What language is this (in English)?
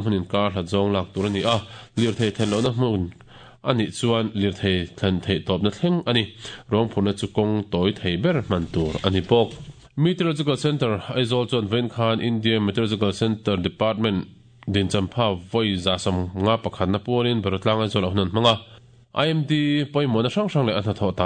Mizo